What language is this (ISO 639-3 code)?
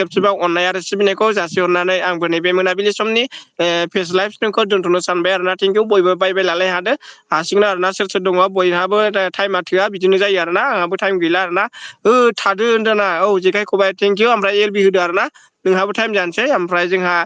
brx